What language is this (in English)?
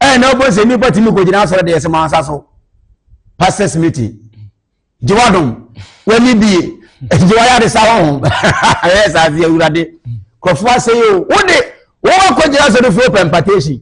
Akan